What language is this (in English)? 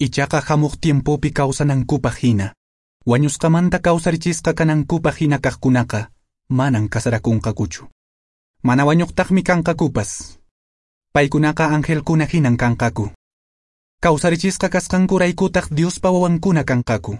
Quechua